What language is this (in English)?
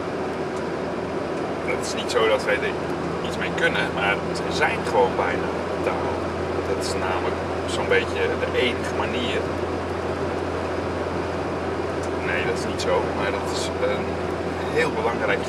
Dutch